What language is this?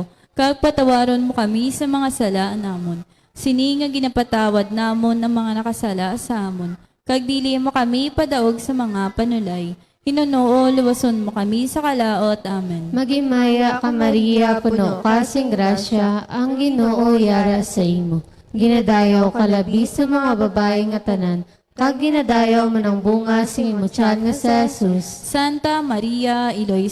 Hiligaynon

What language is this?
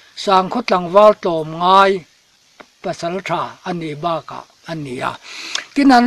Mizo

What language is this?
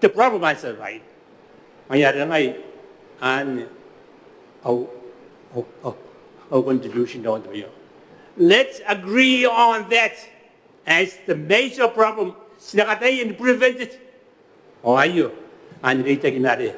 Gilbertese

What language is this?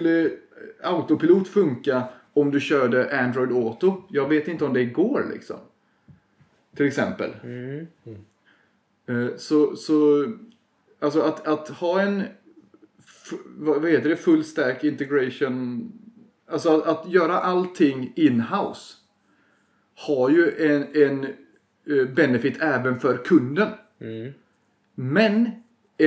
Swedish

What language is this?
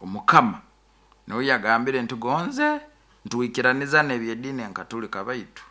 Nyoro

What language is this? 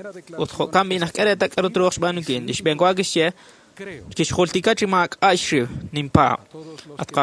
Kekchí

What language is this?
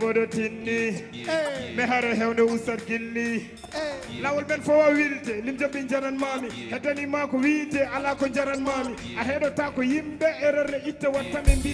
Fula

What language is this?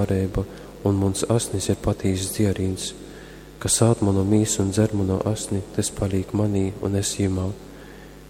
Latgalian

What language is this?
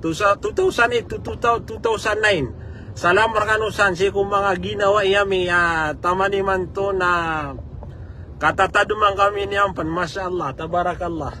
Maranao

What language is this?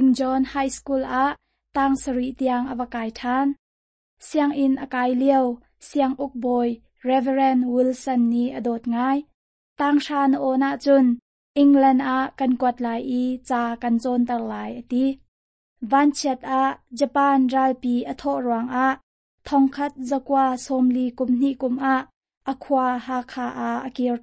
Hakha Chin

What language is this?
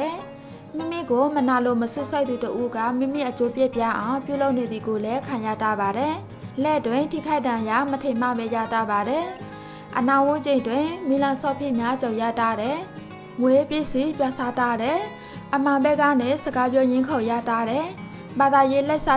Burmese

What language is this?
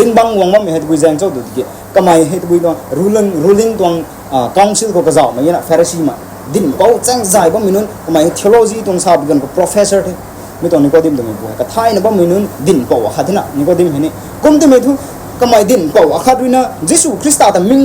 Rongmei Naga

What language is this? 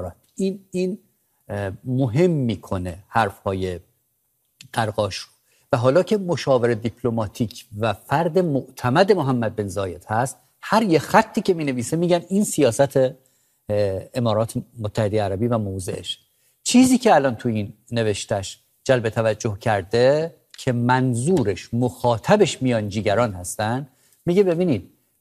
Persian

